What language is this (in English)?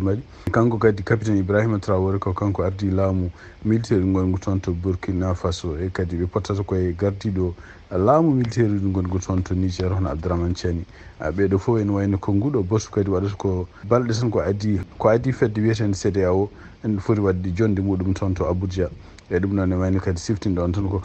Fula